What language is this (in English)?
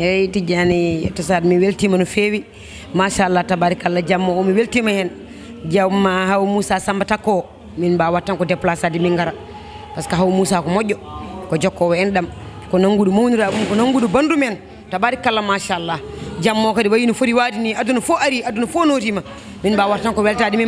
Fula